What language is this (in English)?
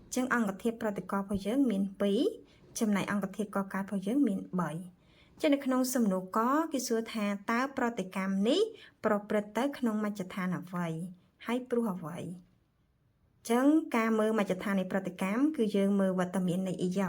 Khmer